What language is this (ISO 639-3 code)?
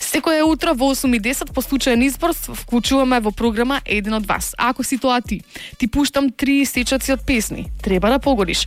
mkd